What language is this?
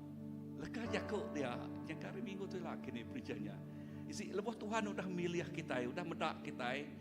Iban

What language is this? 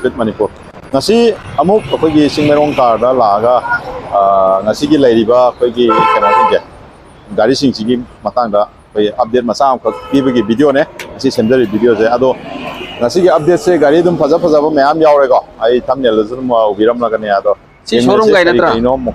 Manipuri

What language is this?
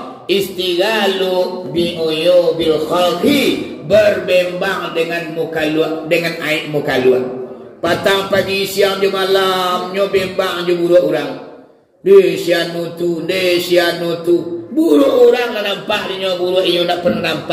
Minangkabau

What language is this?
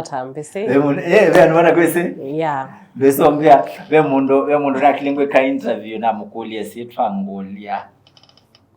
Kamba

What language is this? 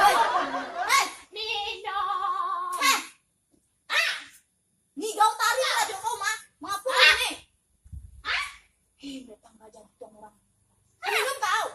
Minangkabau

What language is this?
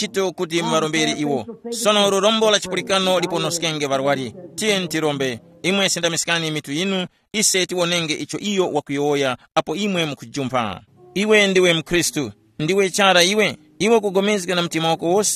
Tumbuka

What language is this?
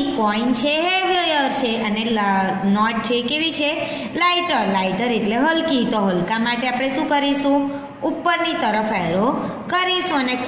Gujarati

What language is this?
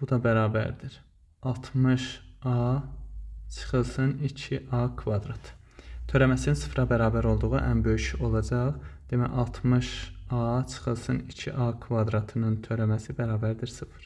Azerbaijani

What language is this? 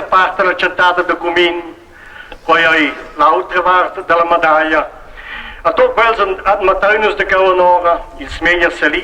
Romansh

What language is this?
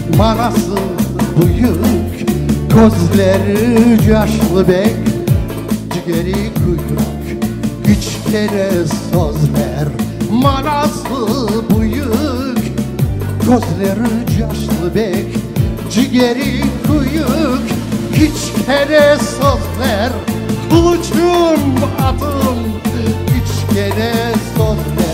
Crimean Tatar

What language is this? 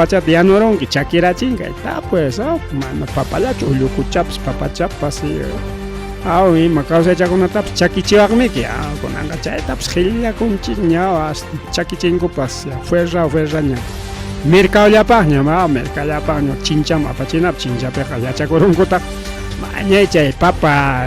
Ayacucho Quechua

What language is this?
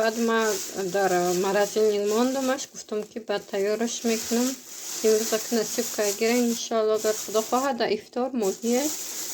Tajik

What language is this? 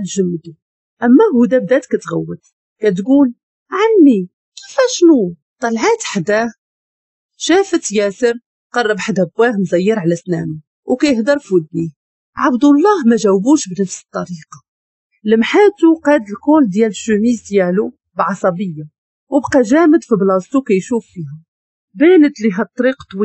Moroccan Arabic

